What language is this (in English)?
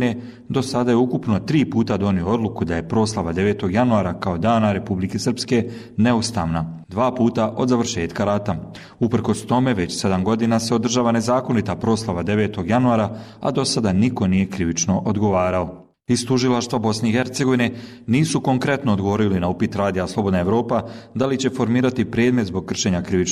Bosnian